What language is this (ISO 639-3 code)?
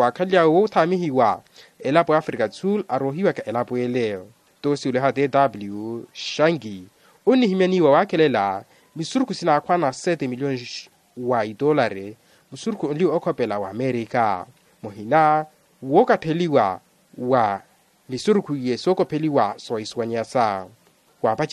vmw